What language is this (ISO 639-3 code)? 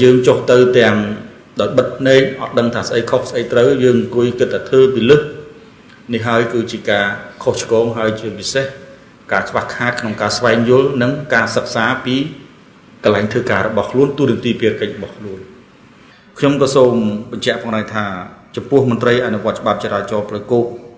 khm